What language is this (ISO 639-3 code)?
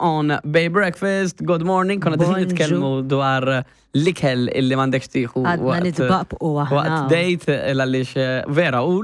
mlt